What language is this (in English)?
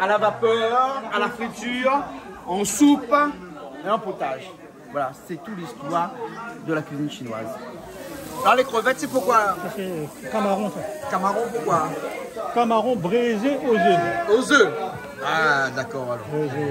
Réunion Creole French